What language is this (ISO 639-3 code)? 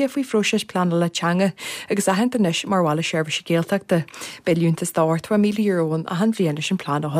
gle